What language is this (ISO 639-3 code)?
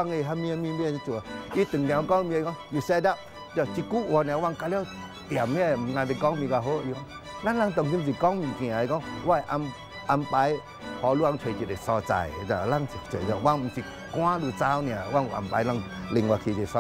nan